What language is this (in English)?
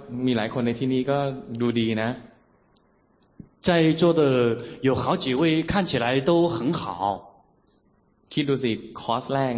Thai